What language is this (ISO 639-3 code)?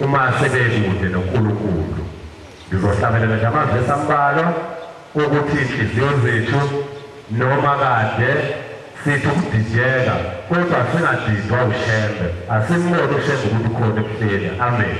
zul